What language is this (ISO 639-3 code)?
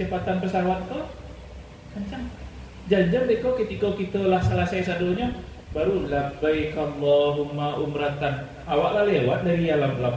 min